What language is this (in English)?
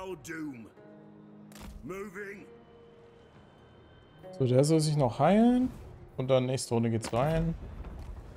German